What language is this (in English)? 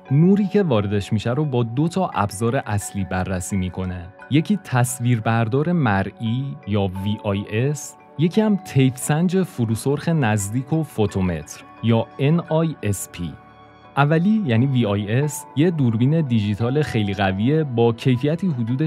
Persian